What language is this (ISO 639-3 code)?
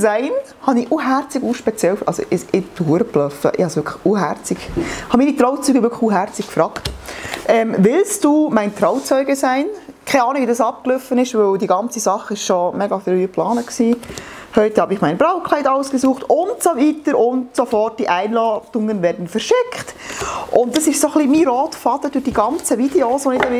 gsw